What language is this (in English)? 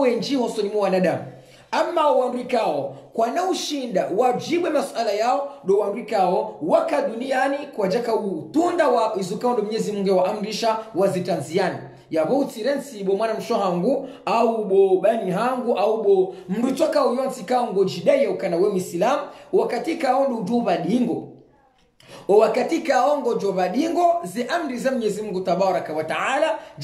Swahili